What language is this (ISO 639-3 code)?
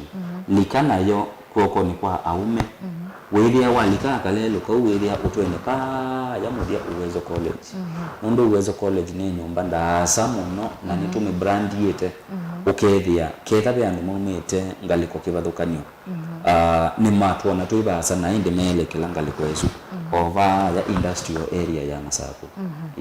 kam